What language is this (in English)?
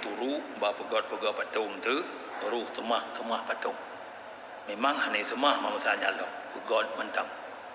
Achinese